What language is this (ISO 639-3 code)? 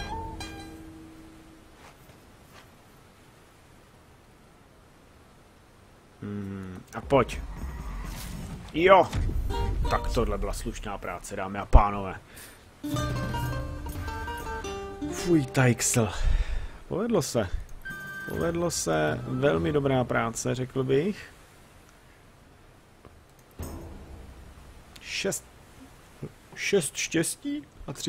ces